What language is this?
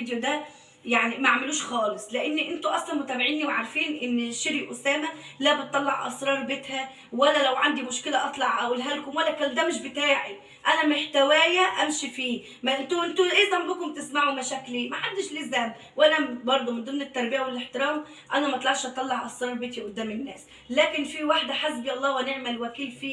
Egyptian Arabic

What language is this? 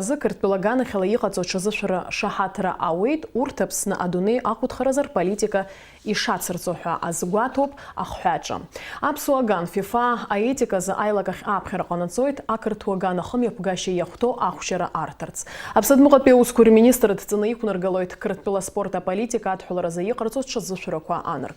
Abkhazian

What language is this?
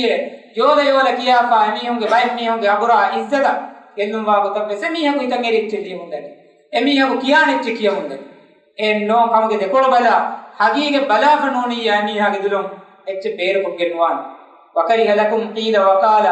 Divehi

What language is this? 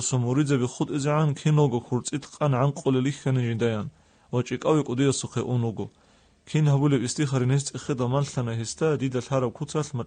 Avaric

